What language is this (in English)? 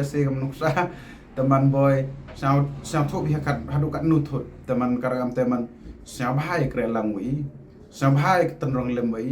Pnar